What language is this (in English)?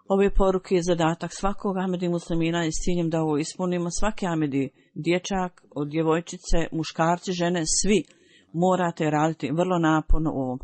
Bosnian